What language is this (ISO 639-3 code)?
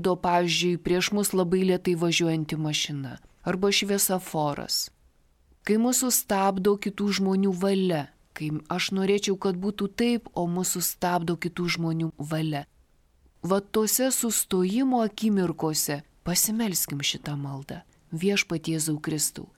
lit